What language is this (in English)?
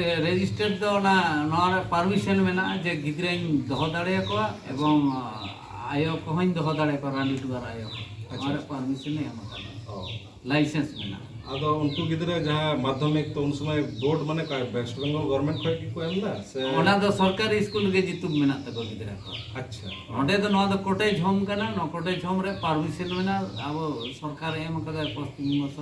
Santali